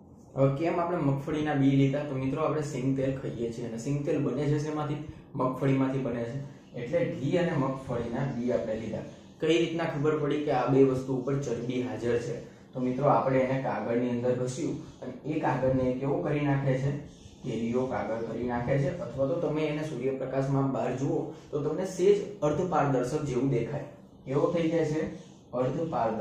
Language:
Gujarati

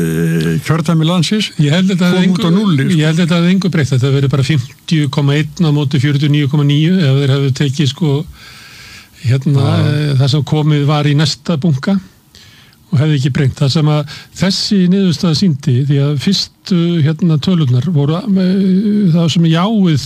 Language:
Icelandic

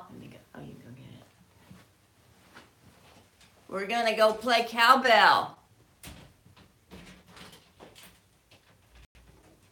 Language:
English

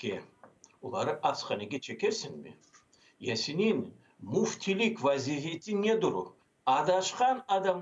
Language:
Crimean Tatar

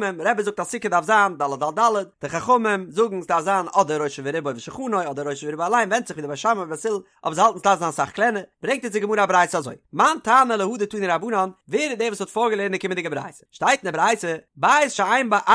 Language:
Yiddish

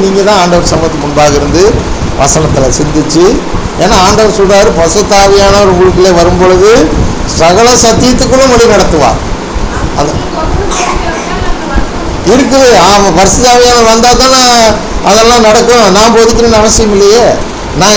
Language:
Tamil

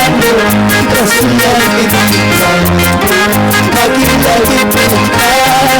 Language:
Ayacucho Quechua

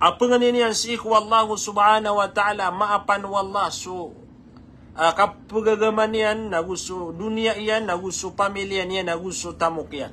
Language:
Maranao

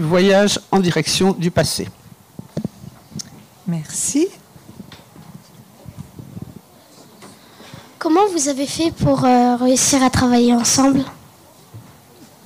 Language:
French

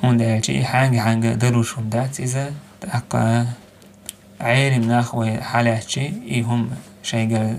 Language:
Chechen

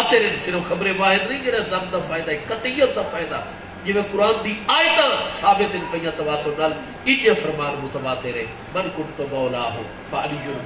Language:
Saraiki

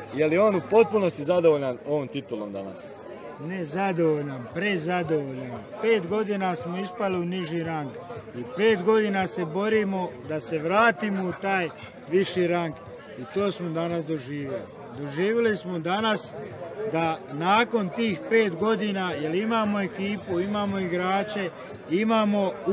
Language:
Croatian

